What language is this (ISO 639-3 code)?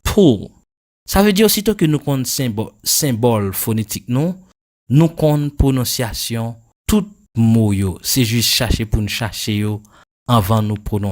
hat